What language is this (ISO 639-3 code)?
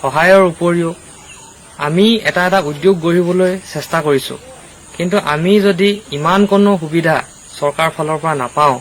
asm